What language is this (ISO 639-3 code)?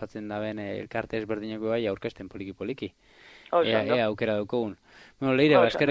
eus